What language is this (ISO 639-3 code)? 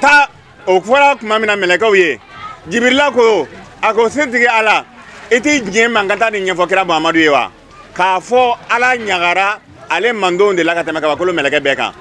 bam